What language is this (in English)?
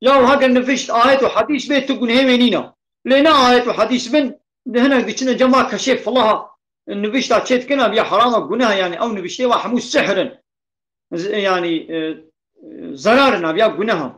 Kurdish